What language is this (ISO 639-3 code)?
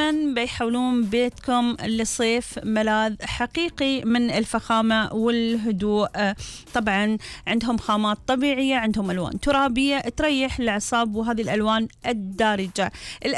afb